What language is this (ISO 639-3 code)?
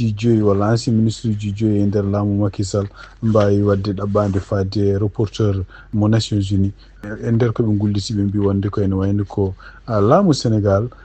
ful